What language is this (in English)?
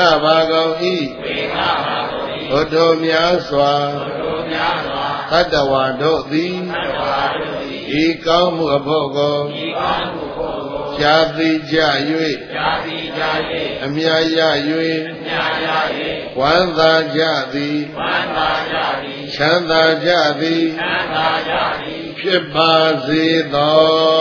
Burmese